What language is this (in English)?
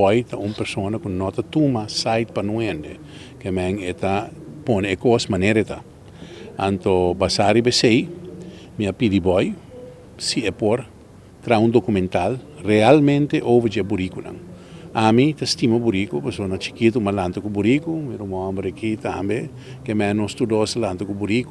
Papiamento